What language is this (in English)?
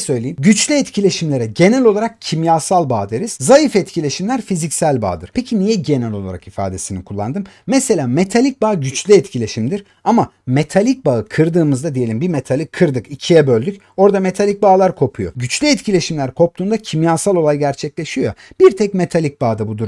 Turkish